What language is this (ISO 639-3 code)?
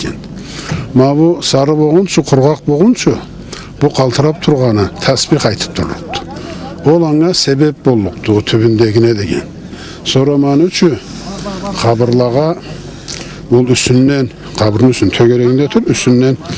krc